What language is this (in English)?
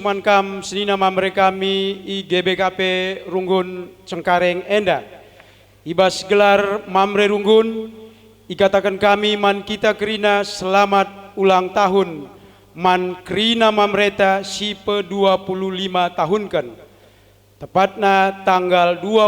Batak Karo